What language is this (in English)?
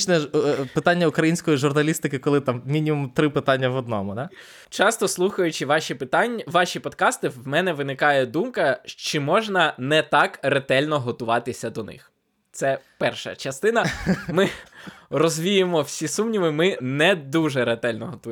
Ukrainian